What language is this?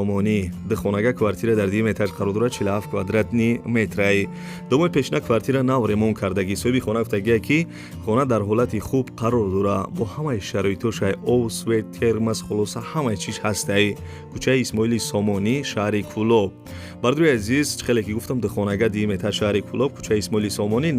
Tajik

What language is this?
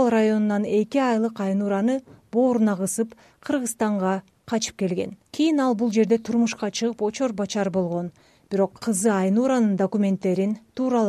Kyrgyz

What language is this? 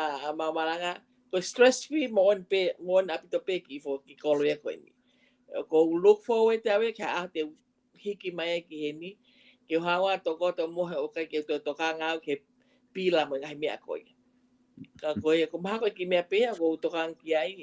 Tongan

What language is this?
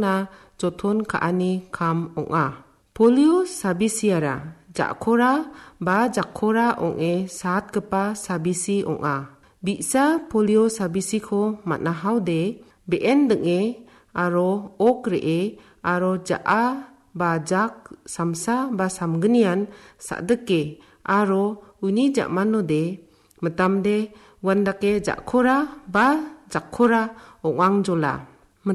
Garo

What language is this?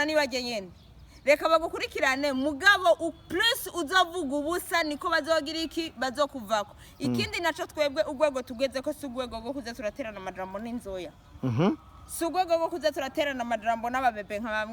Rundi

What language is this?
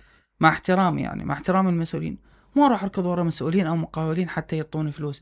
Mesopotamian Arabic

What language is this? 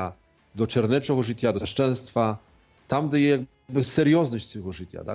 Ukrainian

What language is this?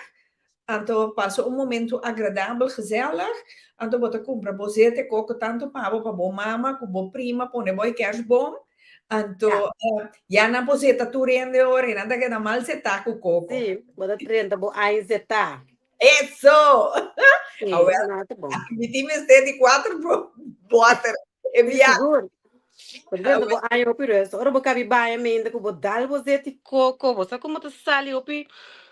Papiamento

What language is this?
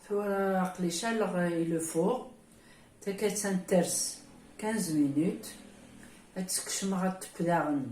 Kabyle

